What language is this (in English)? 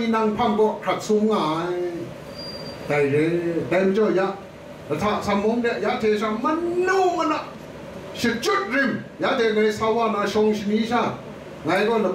Kachin